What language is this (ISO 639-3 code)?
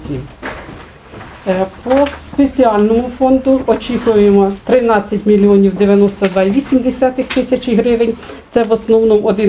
ukr